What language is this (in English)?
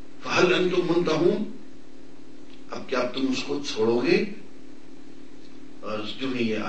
Urdu